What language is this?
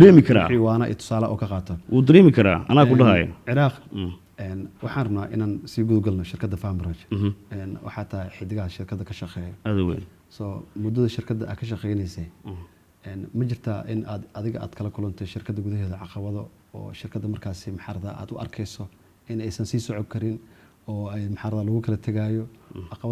Somali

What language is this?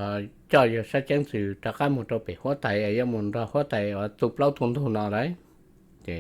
Hmong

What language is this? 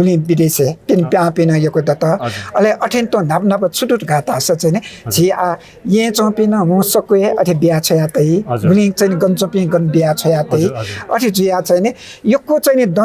Newari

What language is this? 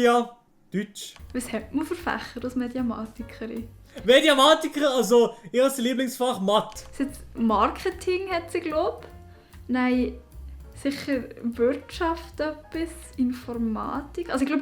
Swiss German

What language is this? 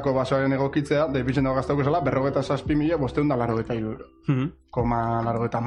Basque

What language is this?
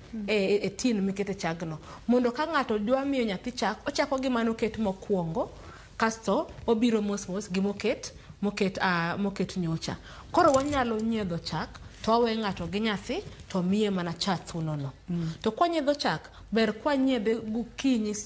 Luo (Kenya and Tanzania)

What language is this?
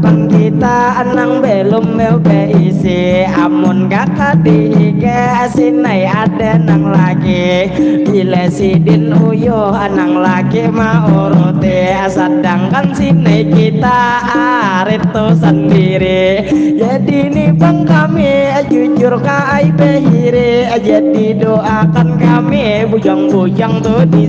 Banjar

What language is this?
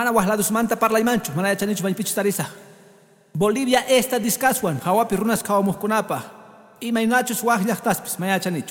Quechua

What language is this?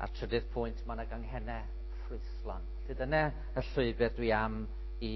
Welsh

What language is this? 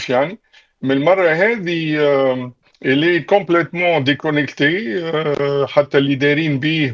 Tunisian Arabic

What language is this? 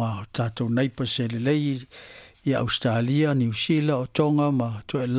Samoan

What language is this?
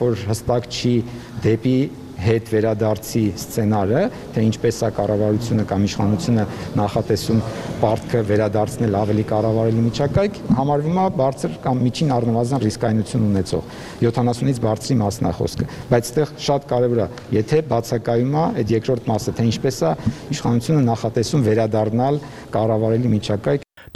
Armenian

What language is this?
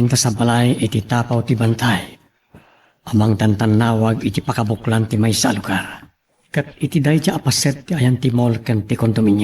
Iloko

